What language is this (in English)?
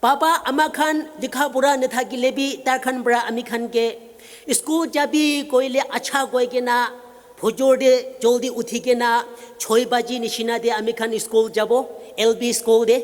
Naga Pidgin